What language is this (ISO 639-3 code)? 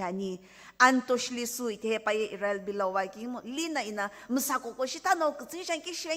nsm